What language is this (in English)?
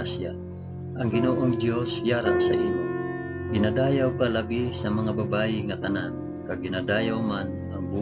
Hiligaynon